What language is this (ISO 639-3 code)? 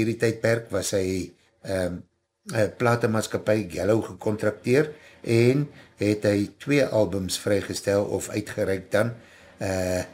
afr